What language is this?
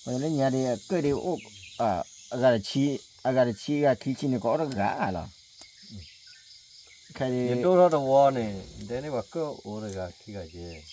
S'gaw Karen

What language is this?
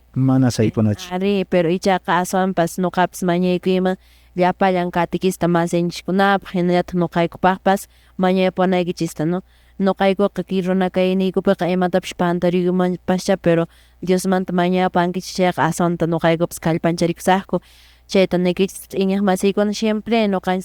Quechua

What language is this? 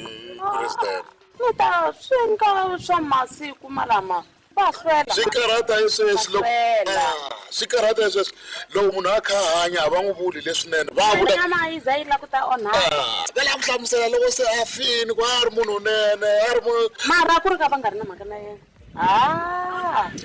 Tsonga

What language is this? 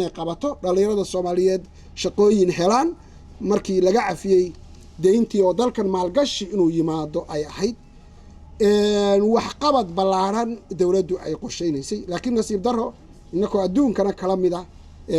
Somali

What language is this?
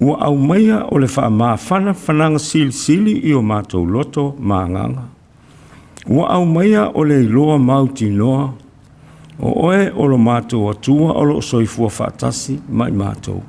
Samoan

